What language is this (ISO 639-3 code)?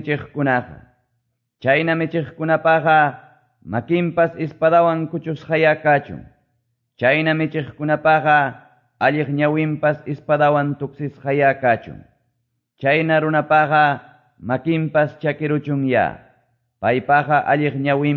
que